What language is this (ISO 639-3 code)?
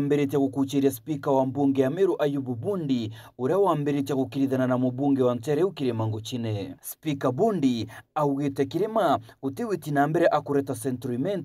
mer